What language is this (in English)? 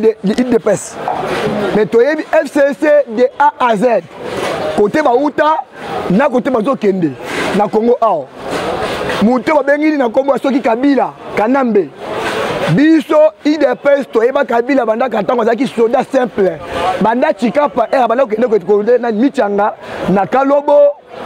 Lingala